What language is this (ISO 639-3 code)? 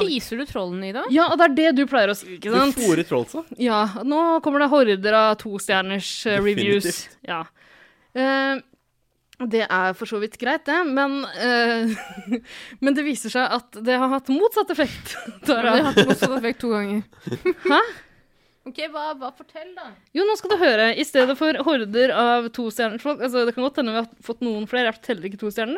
nor